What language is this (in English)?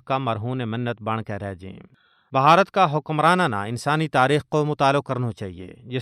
Gujari